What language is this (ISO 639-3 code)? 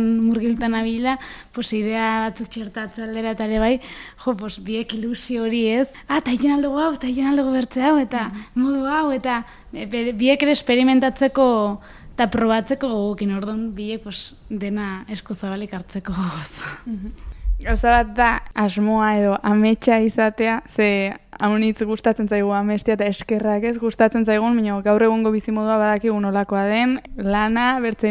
eus